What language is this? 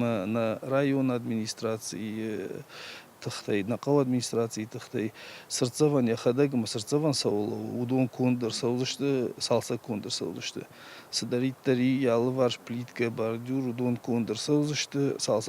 Ossetic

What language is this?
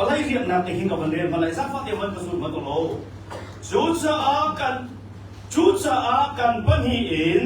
Hakha Chin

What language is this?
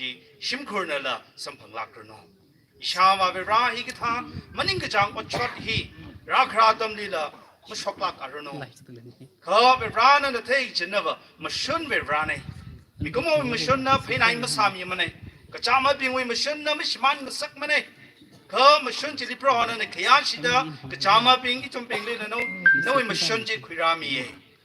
Tangkhul Naga (India)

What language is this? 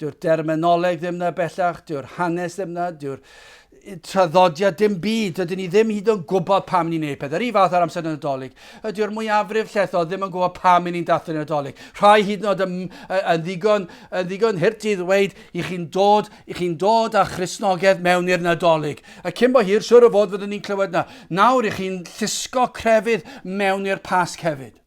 Welsh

